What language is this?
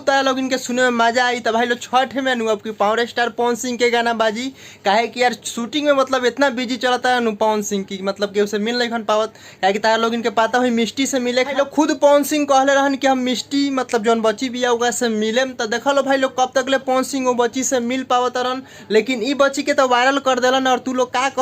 Bhojpuri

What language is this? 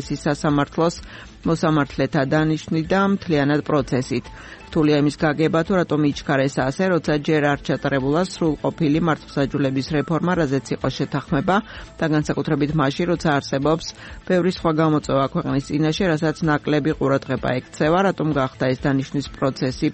Georgian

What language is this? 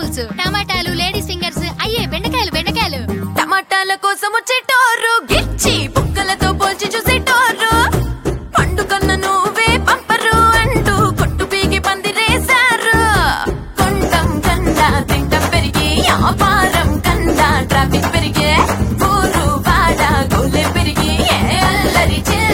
Telugu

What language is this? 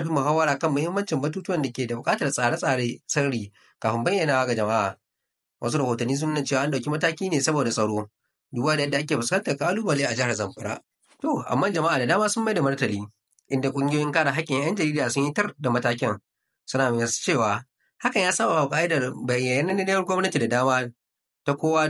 Hausa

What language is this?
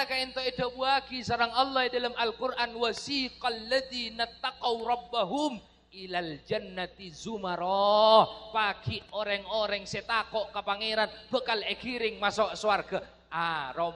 Madurese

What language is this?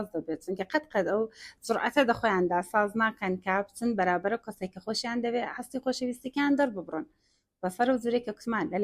Central Kurdish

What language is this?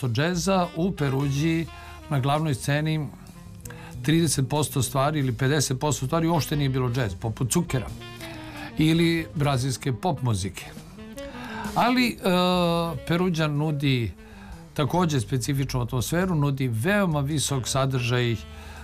Serbian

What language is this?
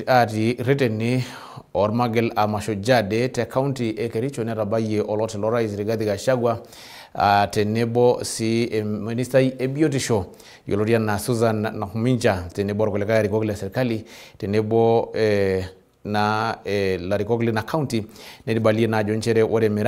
Masai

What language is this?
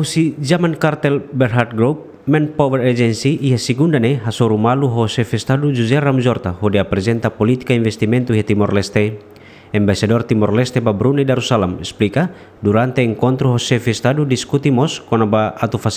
Tetum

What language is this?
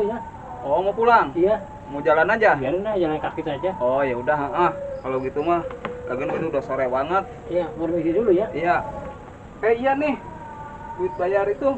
Betawi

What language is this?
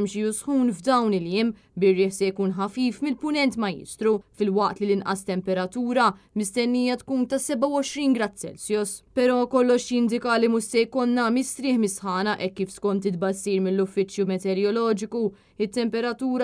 Maltese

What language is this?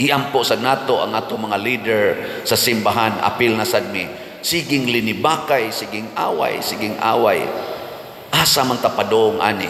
Cebuano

